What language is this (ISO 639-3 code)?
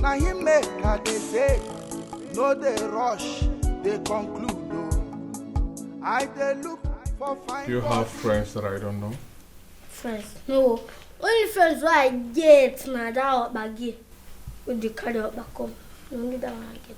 pcm